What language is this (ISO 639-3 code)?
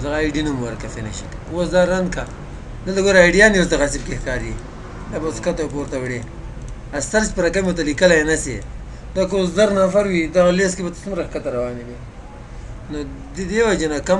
pus